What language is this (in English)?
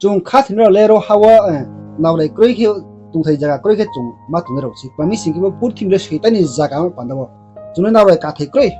Riang (India)